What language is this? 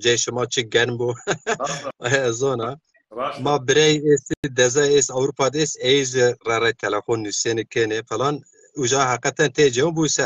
Zaza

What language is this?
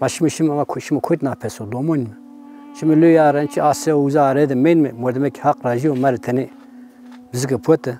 Zaza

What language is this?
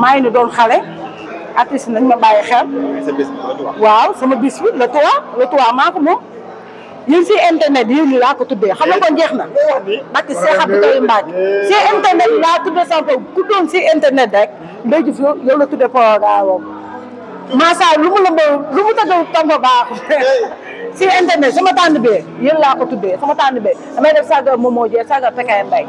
Wolof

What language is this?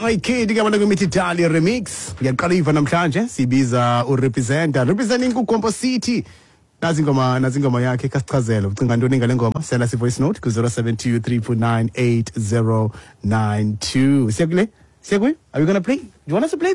Xhosa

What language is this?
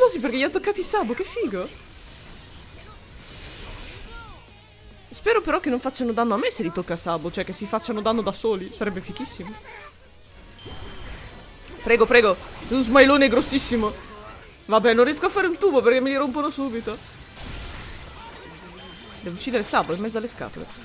Italian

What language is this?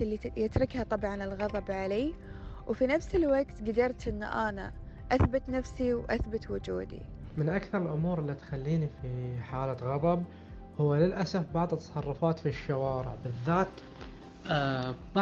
Gulf Arabic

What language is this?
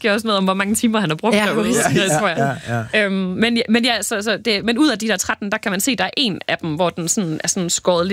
Danish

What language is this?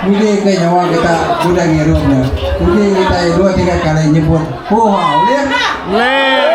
Iban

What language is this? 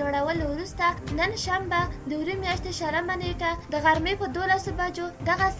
Pashto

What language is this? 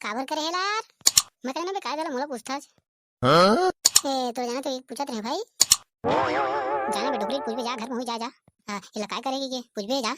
Chhattisgarhi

